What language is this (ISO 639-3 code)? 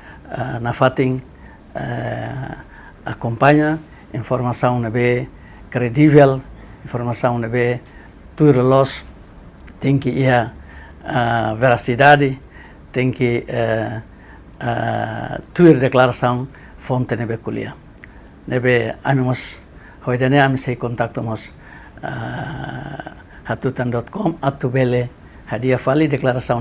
tet